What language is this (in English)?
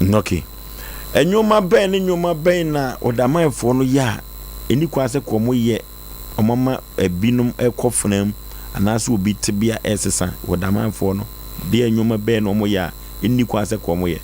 Akan